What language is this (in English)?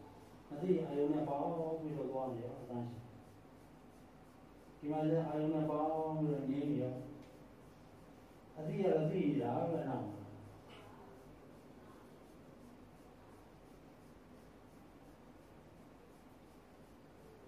Burmese